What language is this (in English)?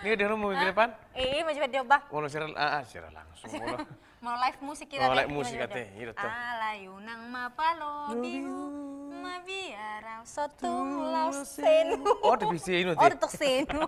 Batak Toba